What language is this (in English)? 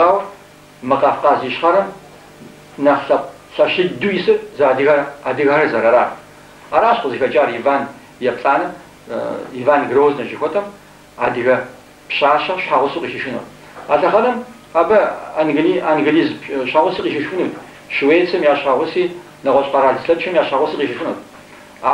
Kabardian